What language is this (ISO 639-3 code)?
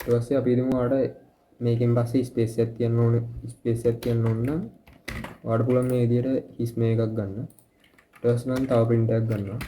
sin